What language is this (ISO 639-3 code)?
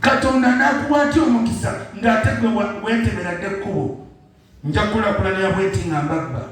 lug